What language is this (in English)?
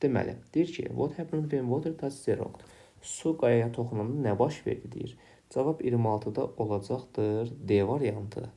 Azerbaijani